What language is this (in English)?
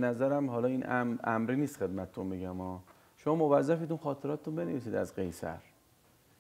Persian